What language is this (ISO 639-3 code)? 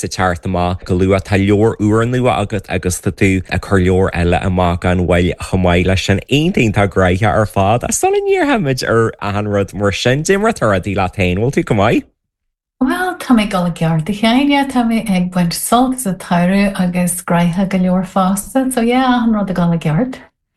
gle